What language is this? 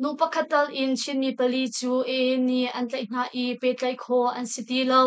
Hakha Chin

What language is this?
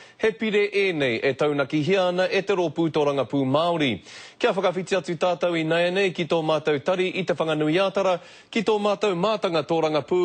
Māori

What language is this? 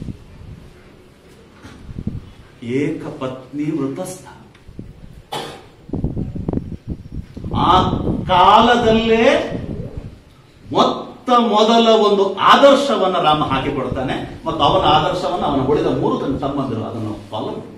Kannada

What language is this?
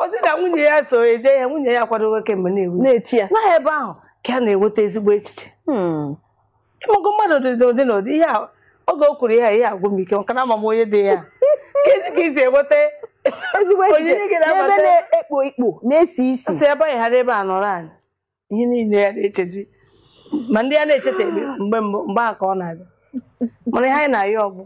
Igbo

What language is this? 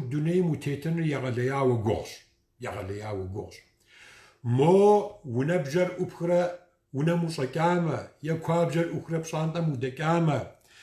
Kabardian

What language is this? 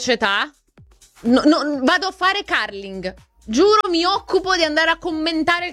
Italian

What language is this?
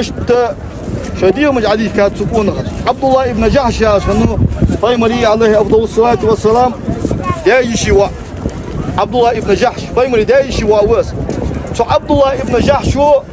Ingush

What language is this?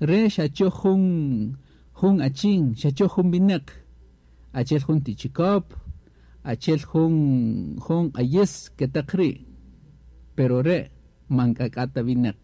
Kaqchikel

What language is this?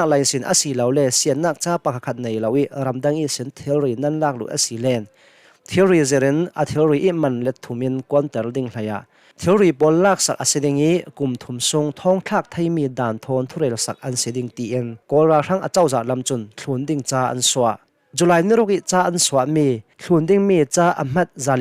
Hakha Chin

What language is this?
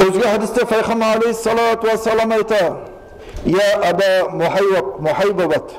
Kumyk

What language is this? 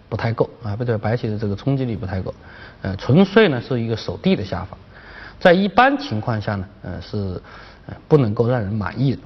Chinese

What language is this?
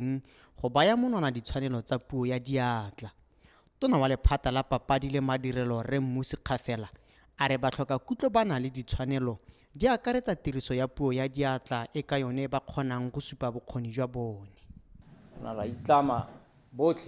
Tswana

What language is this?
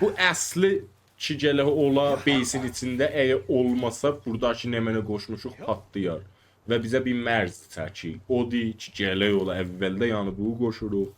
South Azerbaijani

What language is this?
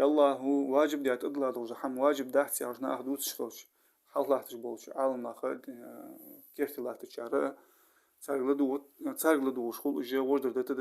Ingush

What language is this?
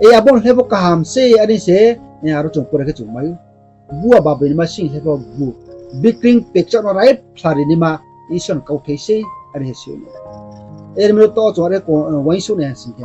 Riang (India)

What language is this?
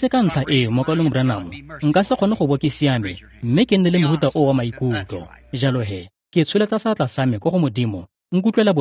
Tswana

